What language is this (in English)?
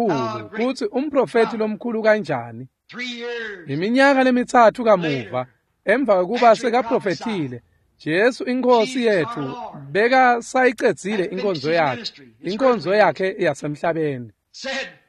Swati